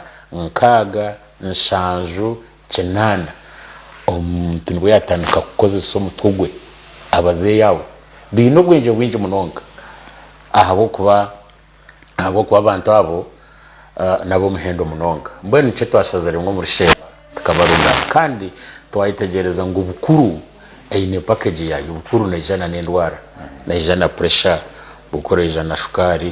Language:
Nyankole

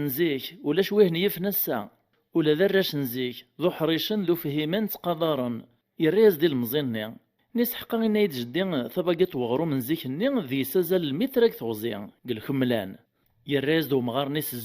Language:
Kabyle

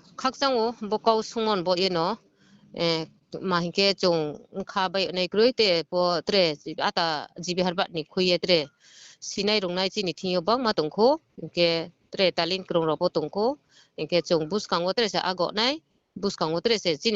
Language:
Riang (India)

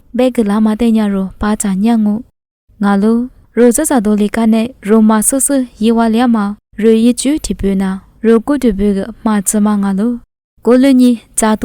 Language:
Lisu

